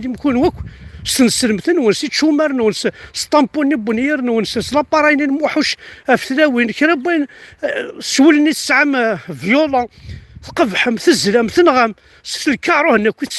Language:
Kabyle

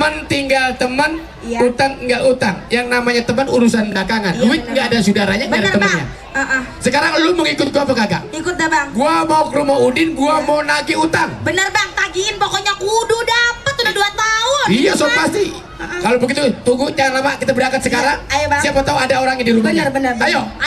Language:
Betawi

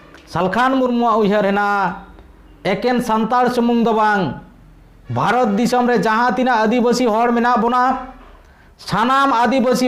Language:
Santali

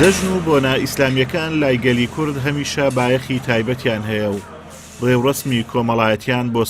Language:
Central Kurdish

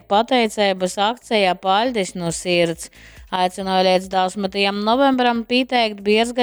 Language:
Latgalian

